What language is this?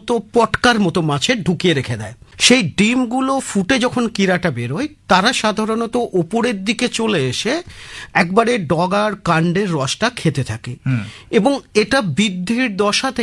Bangla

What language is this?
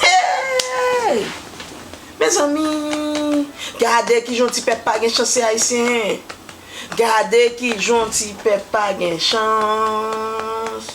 Haitian Creole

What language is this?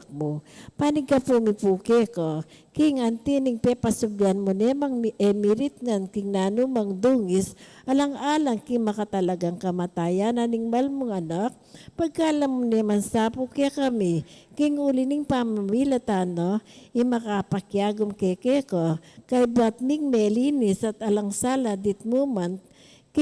Pampanga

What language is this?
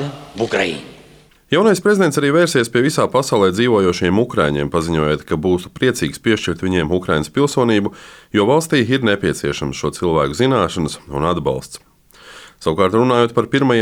Latvian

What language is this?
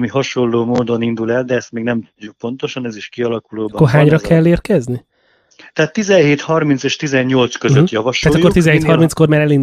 Hungarian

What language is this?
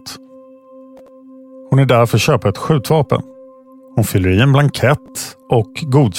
Swedish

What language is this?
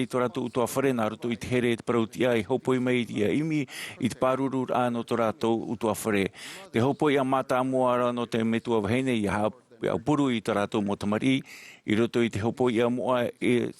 Tahitian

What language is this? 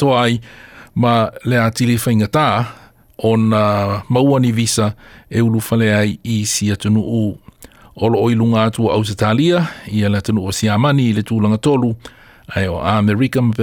Samoan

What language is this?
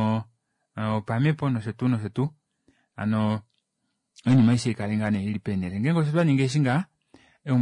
Kuanyama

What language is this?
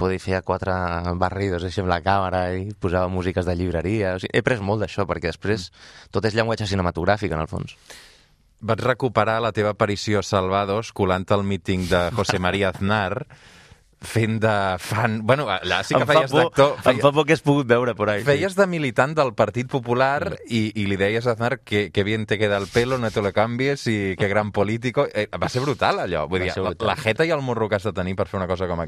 Catalan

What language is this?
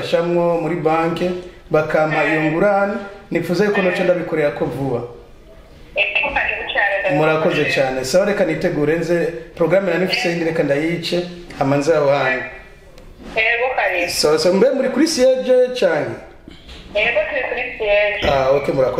Rundi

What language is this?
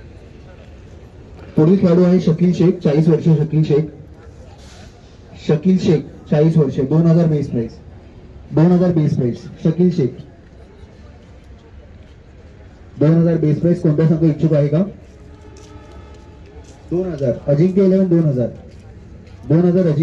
Marathi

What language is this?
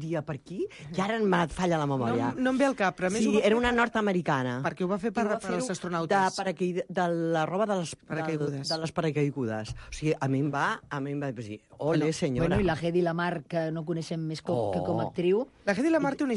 Catalan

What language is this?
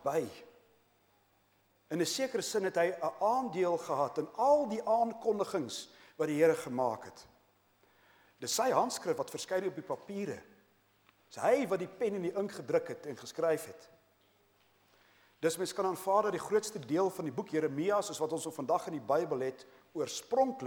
Afrikaans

